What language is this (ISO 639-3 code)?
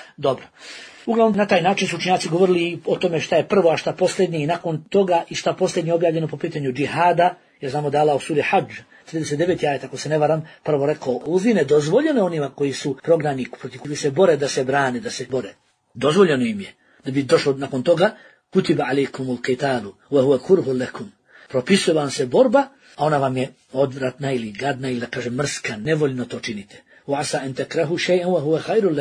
bos